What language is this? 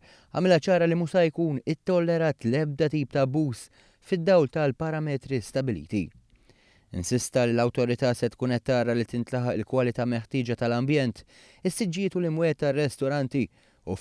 Maltese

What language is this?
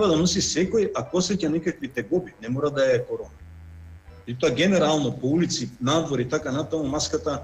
Macedonian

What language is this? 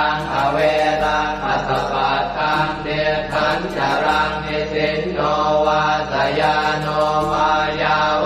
Pali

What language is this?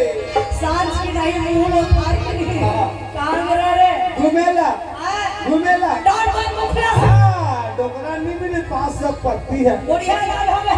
Chhattisgarhi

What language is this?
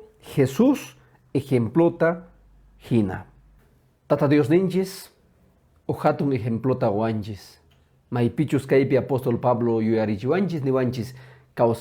Quechua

